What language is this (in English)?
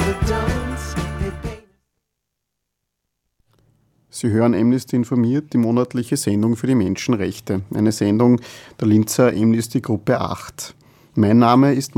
German